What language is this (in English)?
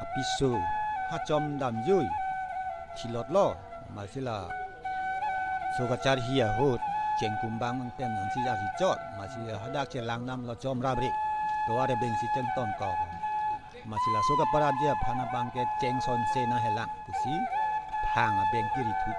Karbi